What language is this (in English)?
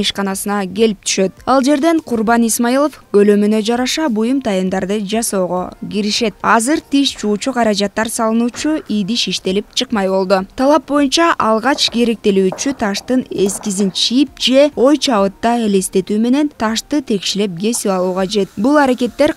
Kyrgyz